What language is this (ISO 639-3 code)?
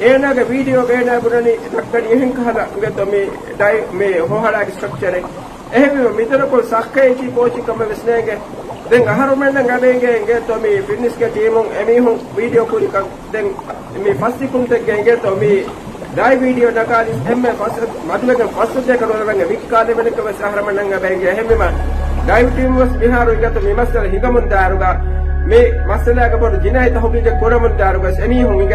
div